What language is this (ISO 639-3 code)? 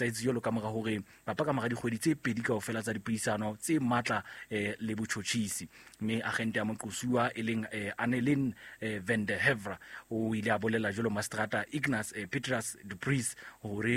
sot